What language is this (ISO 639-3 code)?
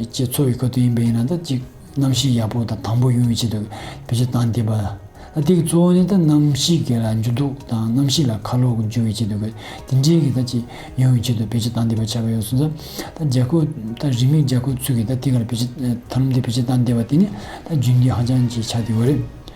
bod